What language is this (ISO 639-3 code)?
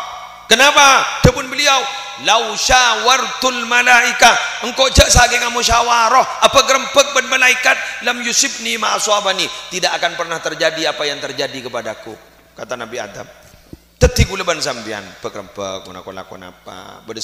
mad